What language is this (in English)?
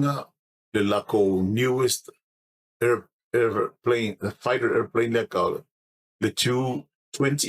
Samoan